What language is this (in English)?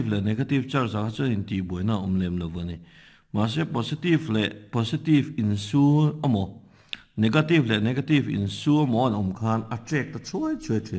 Mizo